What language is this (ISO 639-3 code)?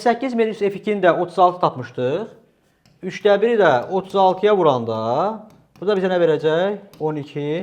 aze